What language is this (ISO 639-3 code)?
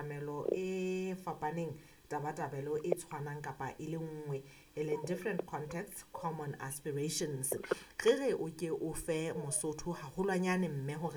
sot